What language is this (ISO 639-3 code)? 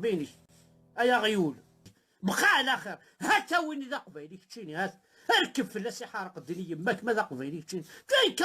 kab